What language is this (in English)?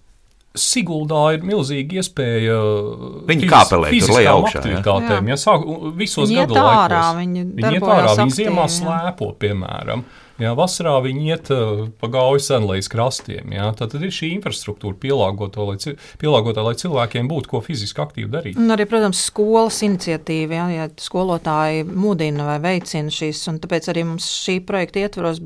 Latvian